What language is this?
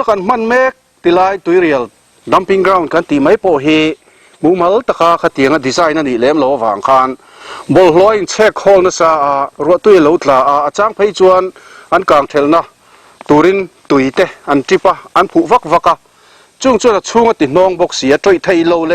Mizo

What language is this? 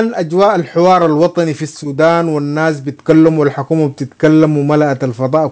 Sudanese Arabic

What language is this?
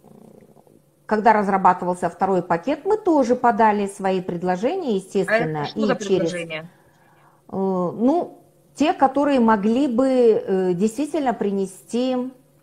Russian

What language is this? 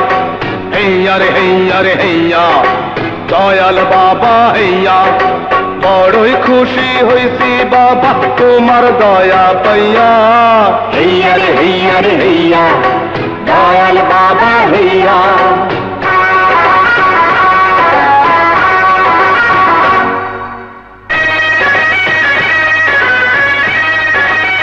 Bangla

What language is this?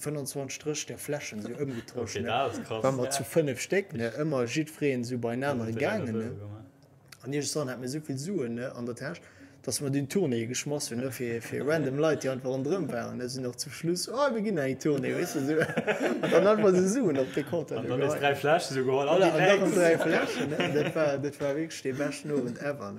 Luxembourgish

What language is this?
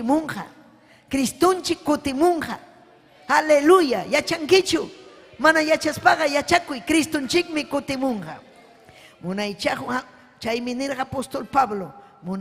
Ayacucho Quechua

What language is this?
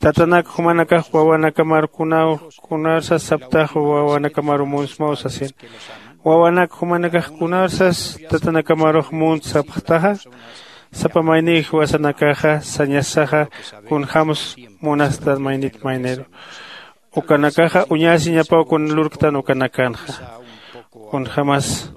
Aymara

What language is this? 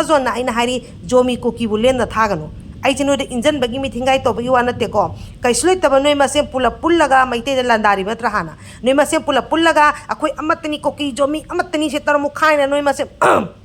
Manipuri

